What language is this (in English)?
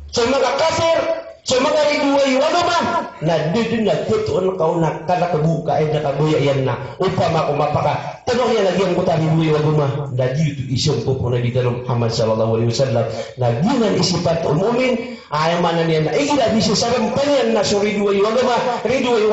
Maranao